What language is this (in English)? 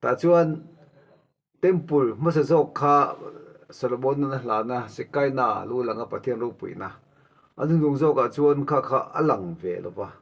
Mizo